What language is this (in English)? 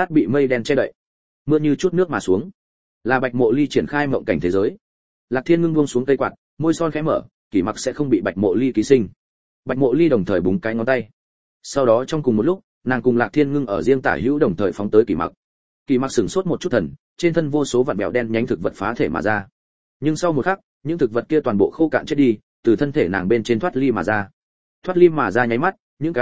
Vietnamese